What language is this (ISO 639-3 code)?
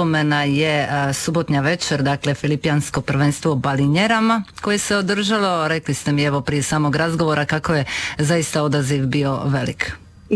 hrv